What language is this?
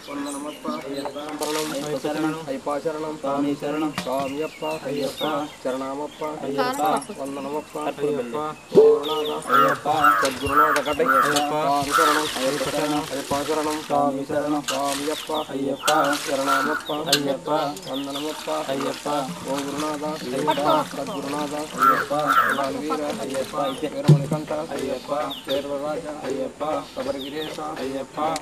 Telugu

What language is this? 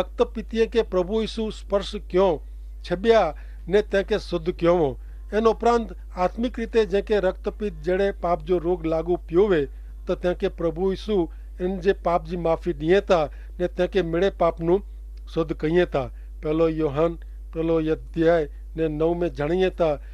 Kachhi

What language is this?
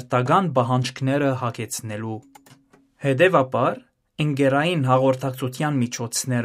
Armenian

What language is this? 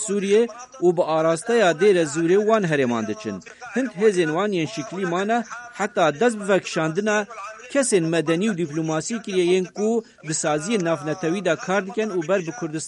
Kurdish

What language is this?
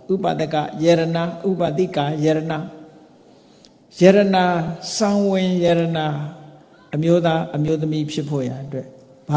Burmese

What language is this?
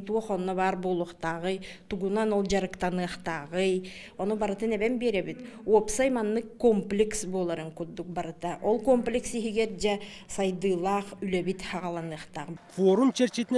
Yakut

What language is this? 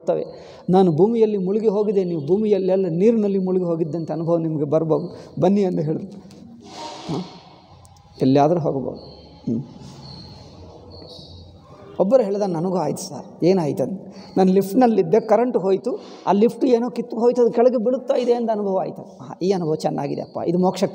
Kannada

